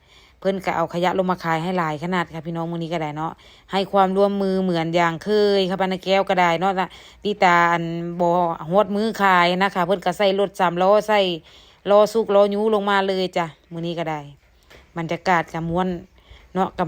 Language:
Northeastern Thai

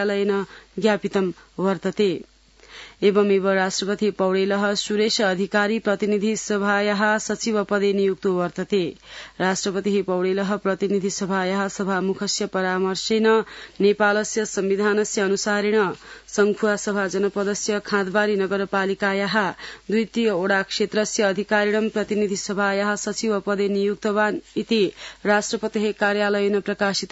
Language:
Sanskrit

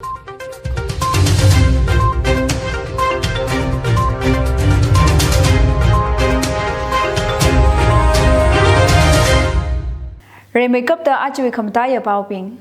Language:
Tangkhul Naga (India)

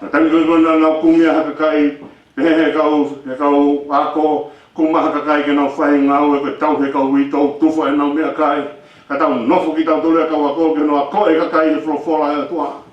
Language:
Tongan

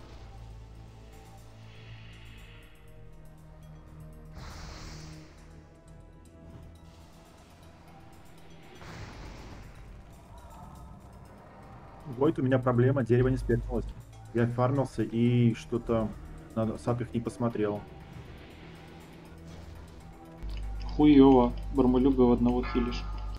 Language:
Russian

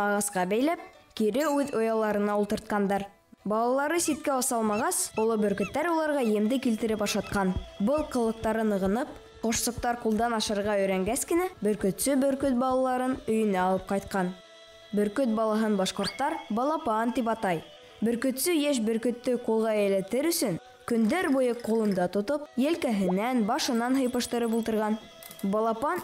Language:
Bashkir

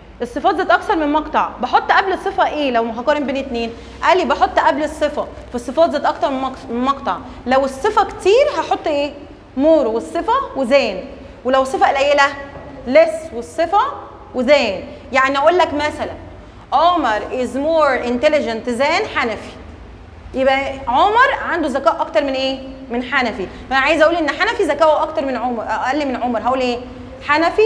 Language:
Egyptian Arabic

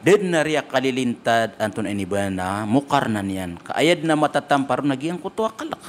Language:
Maranao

